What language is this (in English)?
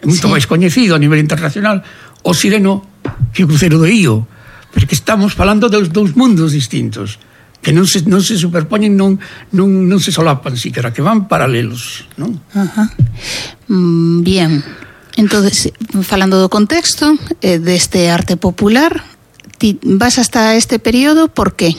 Galician